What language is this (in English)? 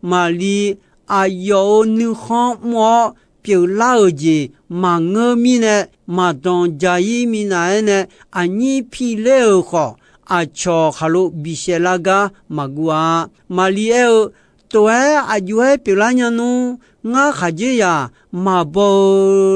Akha